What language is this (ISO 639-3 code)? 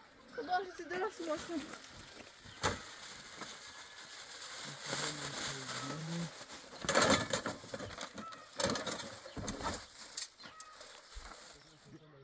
fas